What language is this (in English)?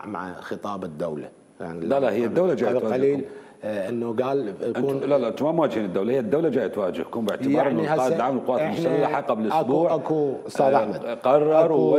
Mesopotamian Arabic